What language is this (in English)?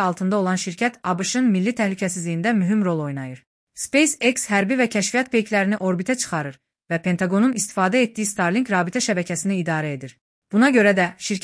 Azerbaijani